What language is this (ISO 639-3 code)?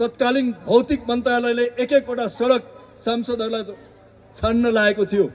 nep